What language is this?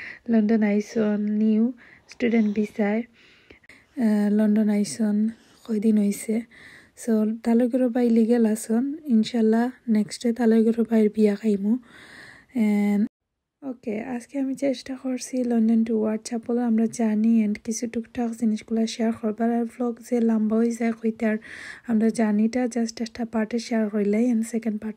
Sylheti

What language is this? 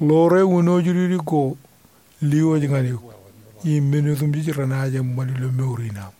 Marshallese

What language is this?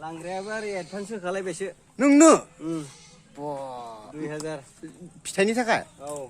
Bodo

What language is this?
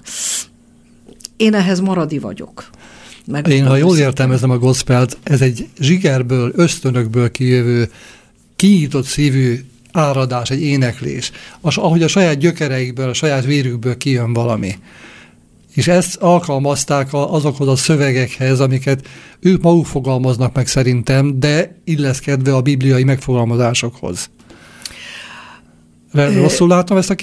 Hungarian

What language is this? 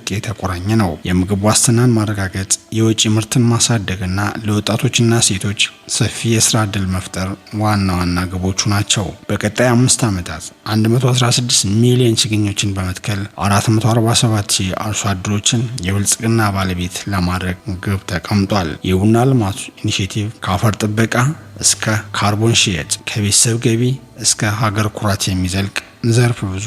Amharic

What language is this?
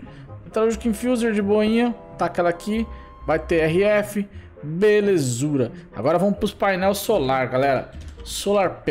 Portuguese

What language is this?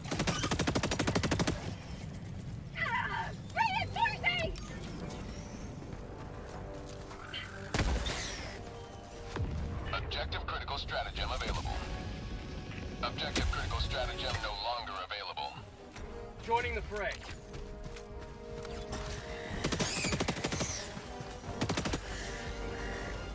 English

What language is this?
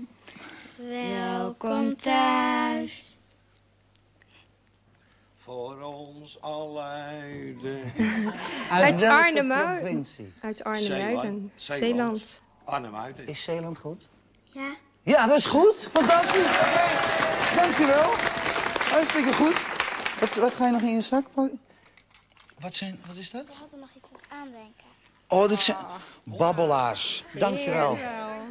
Dutch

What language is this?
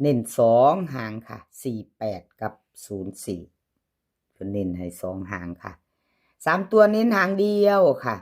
Northeastern Thai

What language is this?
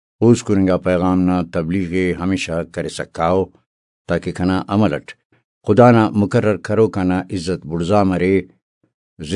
Brahui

